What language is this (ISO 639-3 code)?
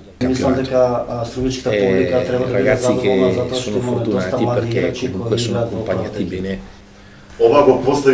mkd